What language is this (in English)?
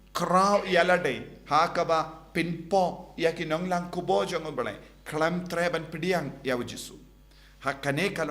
Khasi